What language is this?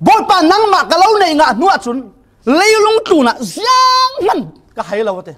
Falam Chin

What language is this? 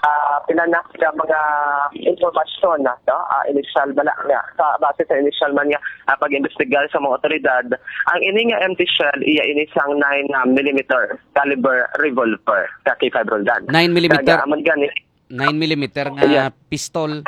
Hiligaynon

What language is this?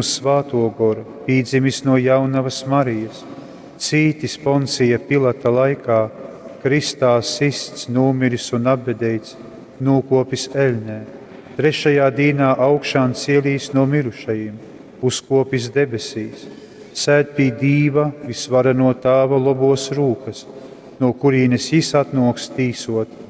Latgalian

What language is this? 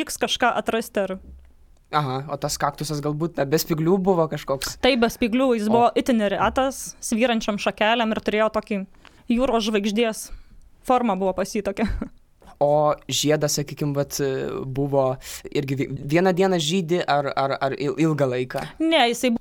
Lithuanian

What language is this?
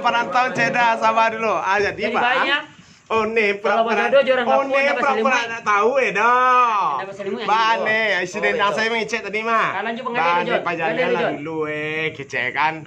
Minangkabau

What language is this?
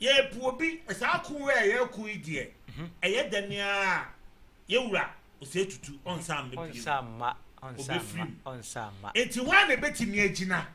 Akan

